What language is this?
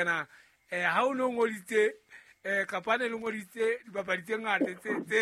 Southern Sotho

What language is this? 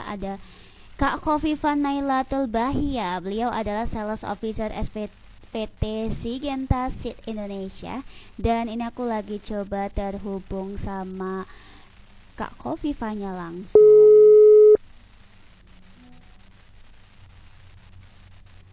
Indonesian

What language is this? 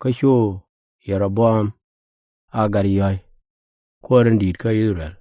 Nuer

